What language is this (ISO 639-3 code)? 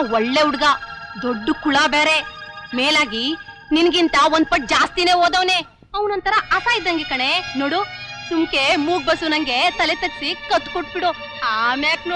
kan